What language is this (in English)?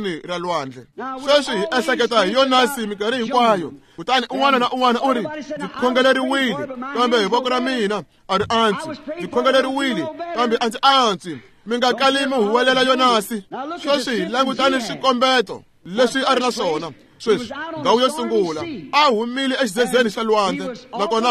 Tsonga